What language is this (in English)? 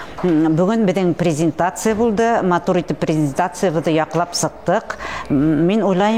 Bashkir